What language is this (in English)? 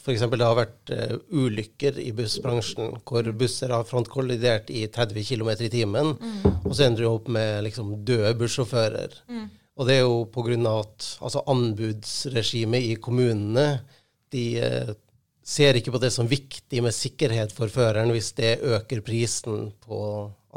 Norwegian